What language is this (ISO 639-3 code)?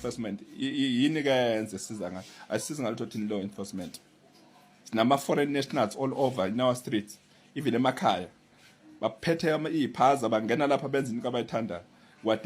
zul